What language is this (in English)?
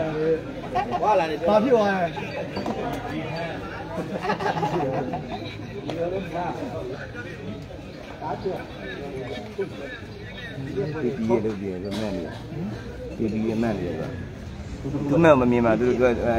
Burmese